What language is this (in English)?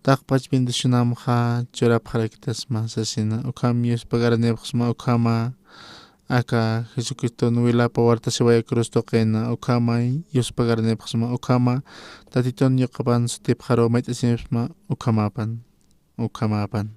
Aymara